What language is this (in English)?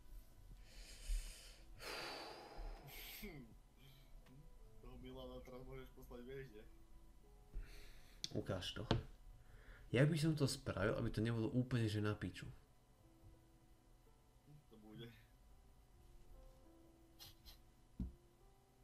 Slovak